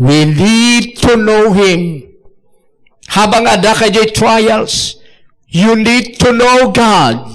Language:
Iloko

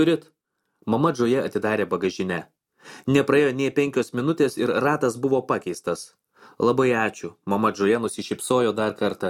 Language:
Lithuanian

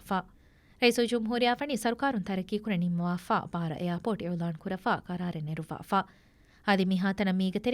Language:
Divehi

